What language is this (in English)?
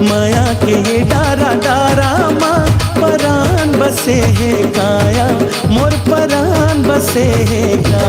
Chhattisgarhi